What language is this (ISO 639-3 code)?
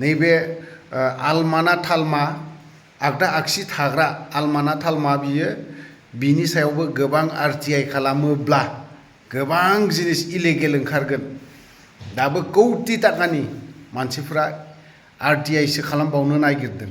brx